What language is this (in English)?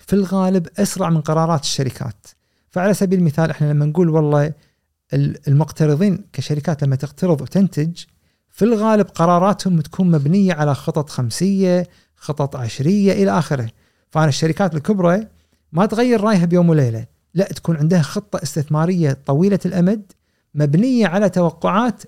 Gulf Arabic